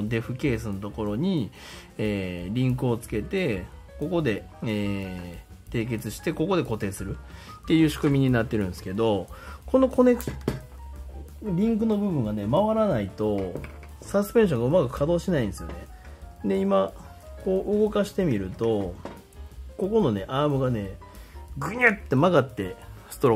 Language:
Japanese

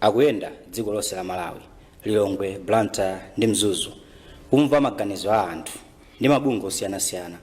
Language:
Nyanja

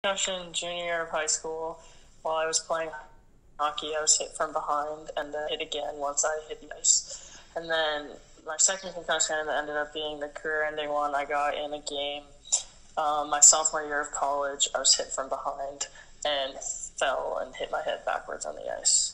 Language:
English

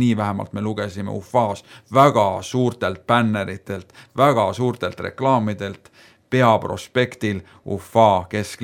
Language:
Estonian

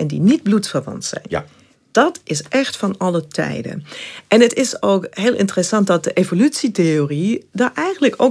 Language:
Dutch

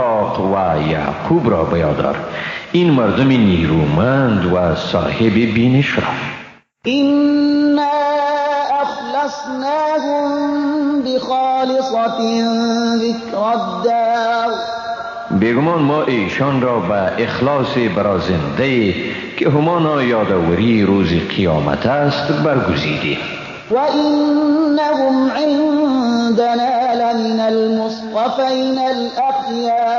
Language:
Persian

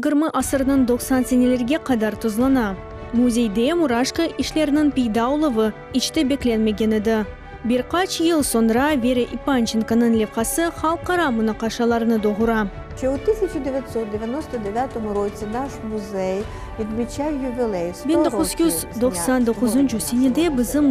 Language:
Crimean Tatar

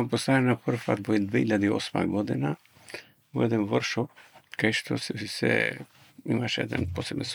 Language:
Macedonian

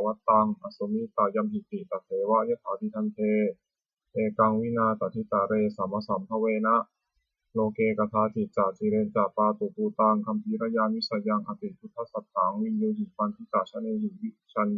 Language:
Pali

